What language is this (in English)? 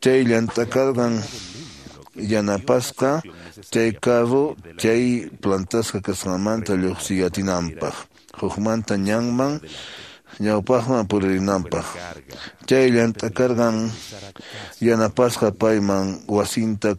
Quechua